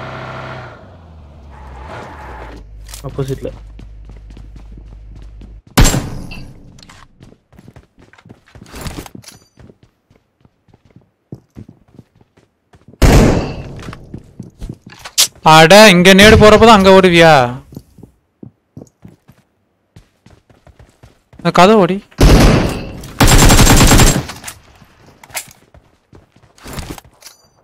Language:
Tamil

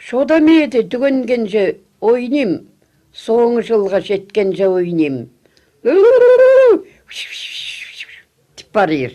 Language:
Khakas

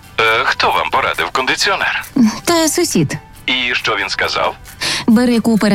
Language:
Ukrainian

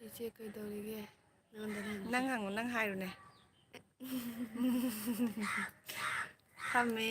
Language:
Manipuri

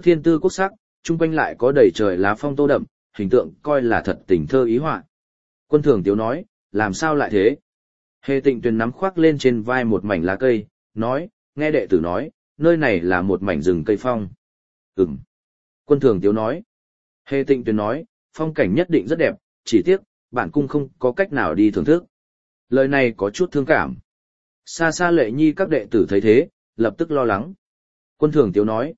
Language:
Vietnamese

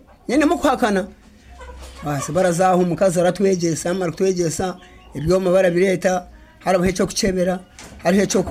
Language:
Nyankole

